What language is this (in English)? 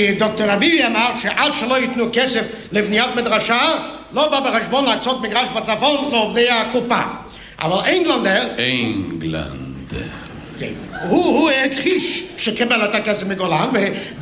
Hebrew